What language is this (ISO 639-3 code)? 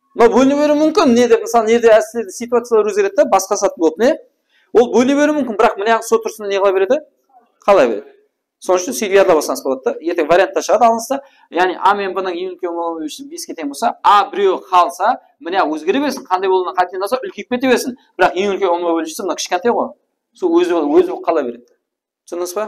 kaa